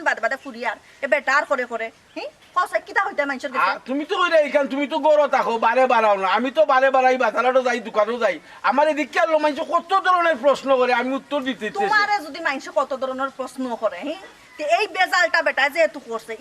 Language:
Sylheti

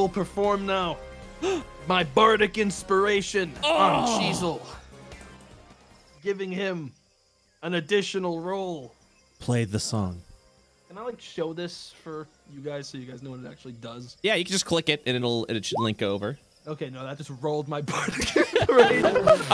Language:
English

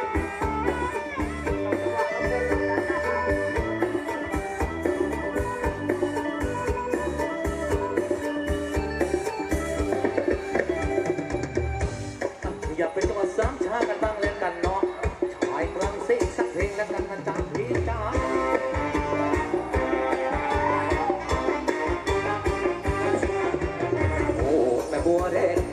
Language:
Thai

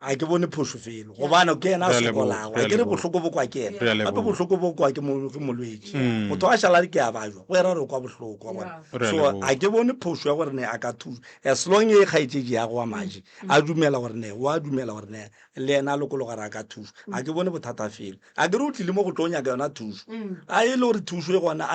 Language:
Northern Sotho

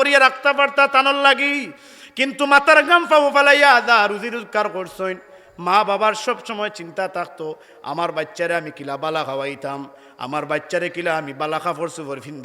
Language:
Sylheti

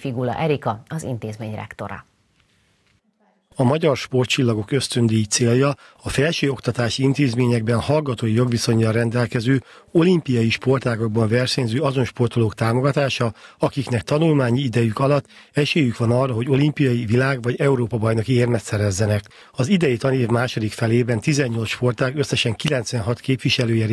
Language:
Hungarian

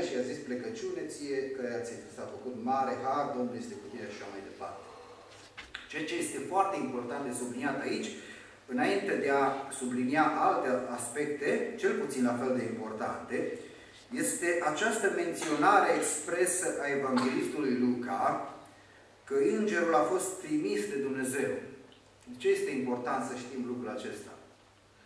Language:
Romanian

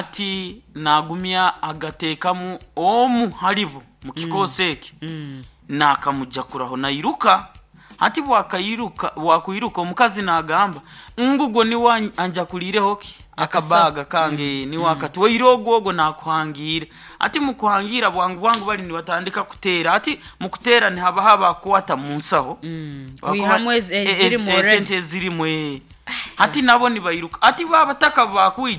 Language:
Nyankole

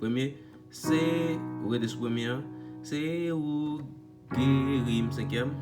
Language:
Haitian Creole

